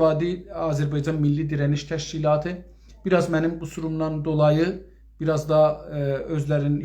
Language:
South Azerbaijani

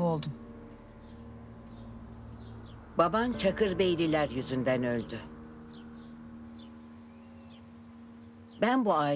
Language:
Turkish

